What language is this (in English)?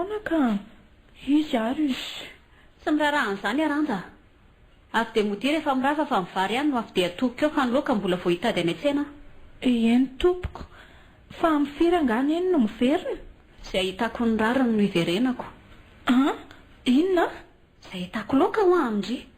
Malagasy